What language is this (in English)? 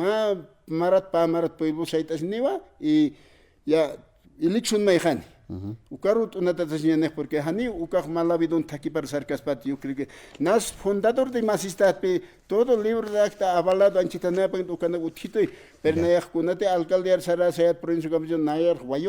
Aymara